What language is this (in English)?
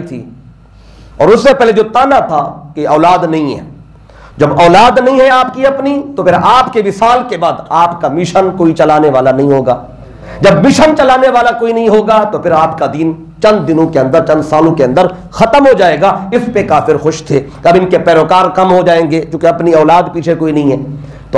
Urdu